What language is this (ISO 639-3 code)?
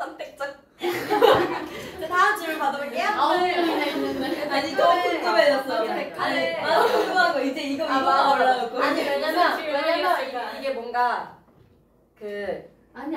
kor